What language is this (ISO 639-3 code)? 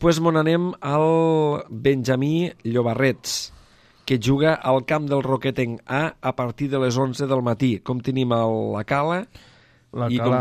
cat